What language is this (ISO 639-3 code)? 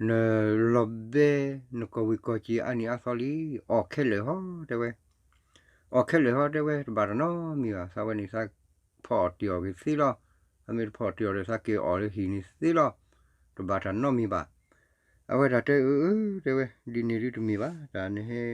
ksw